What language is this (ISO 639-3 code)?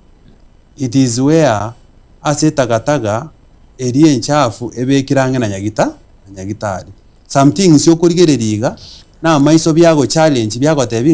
guz